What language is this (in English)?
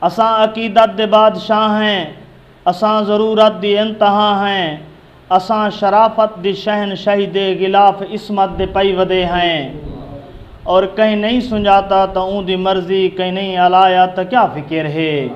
Saraiki